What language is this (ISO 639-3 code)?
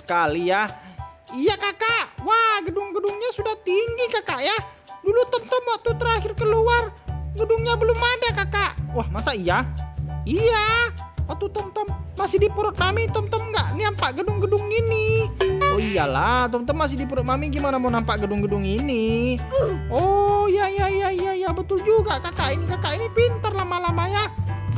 ind